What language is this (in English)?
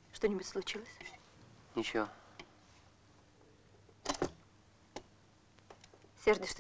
Russian